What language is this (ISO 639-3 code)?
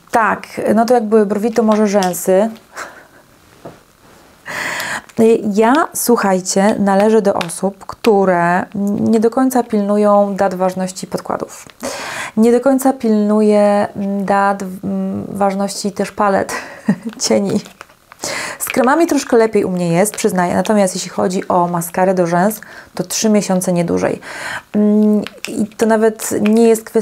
pol